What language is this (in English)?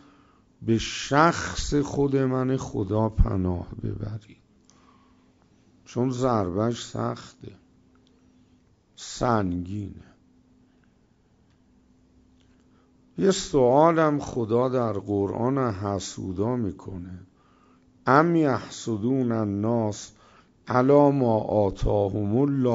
Persian